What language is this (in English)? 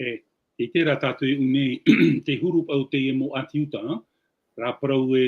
Tahitian